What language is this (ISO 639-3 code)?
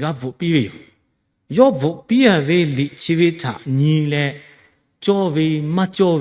lhu